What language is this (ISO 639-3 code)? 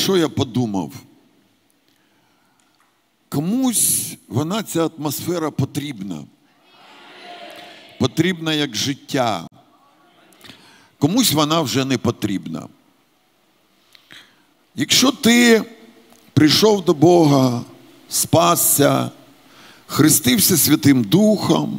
ukr